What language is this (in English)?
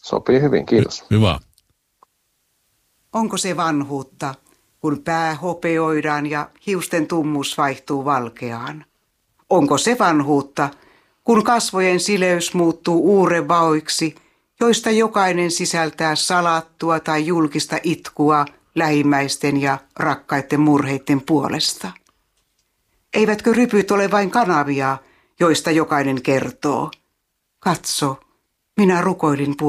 Finnish